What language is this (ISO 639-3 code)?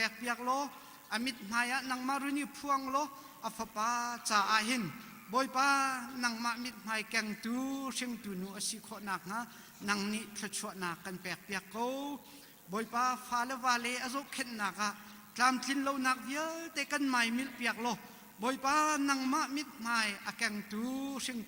cnh